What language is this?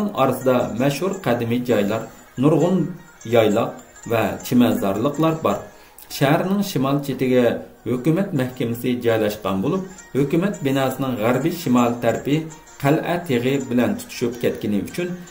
Uyghur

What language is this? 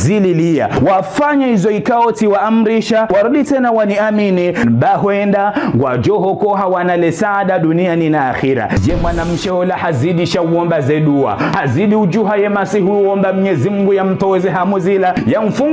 Ngazidja Comorian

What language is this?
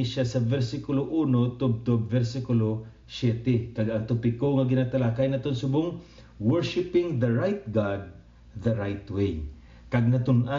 Hiligaynon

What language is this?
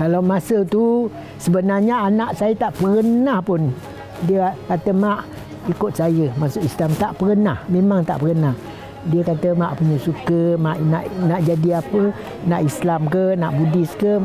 Malay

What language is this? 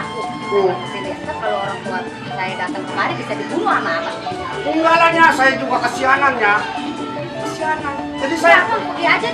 Betawi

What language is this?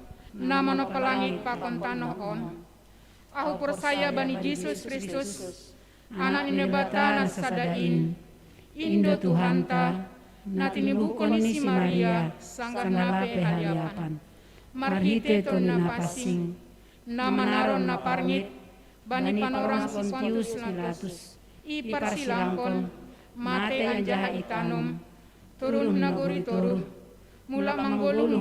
Batak Simalungun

